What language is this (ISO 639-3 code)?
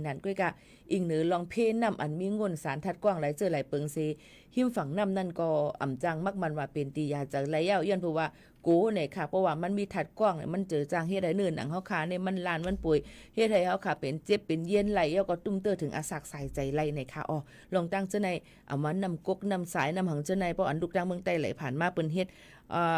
shn